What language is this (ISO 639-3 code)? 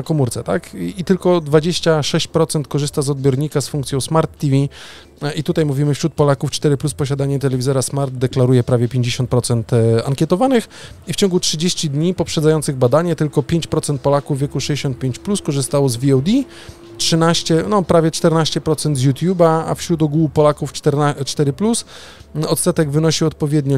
pol